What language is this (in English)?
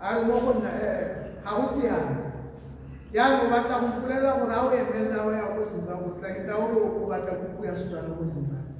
Tswana